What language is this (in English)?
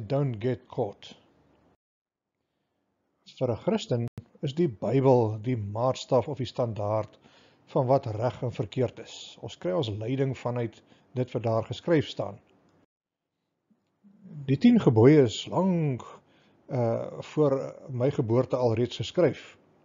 Afrikaans